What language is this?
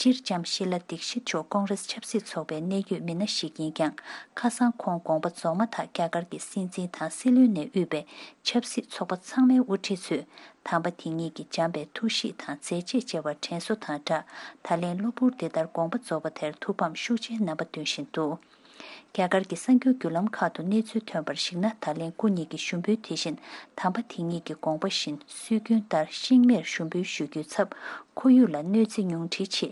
Tibetan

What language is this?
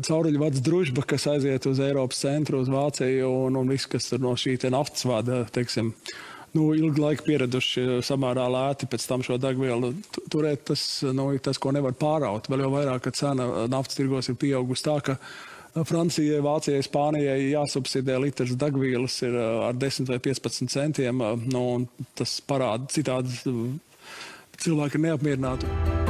Latvian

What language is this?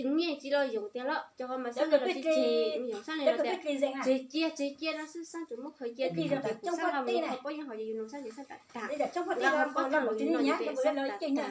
Hmong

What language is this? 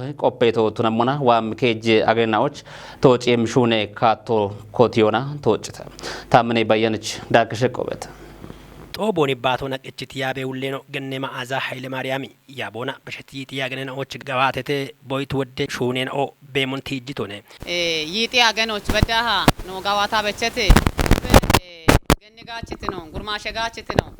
Kafa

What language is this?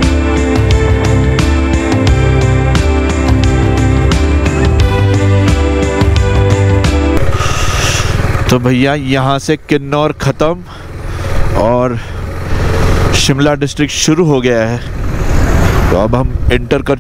Hindi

